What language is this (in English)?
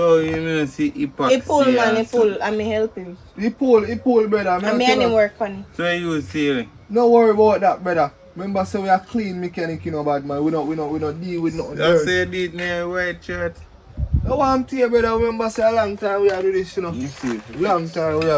Jamaican Creole English